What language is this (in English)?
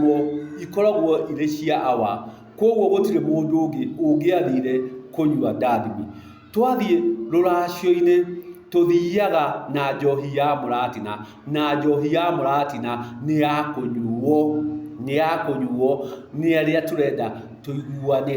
Kikuyu